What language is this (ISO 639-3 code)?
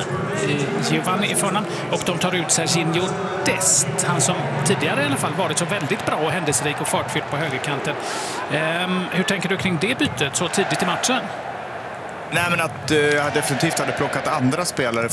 swe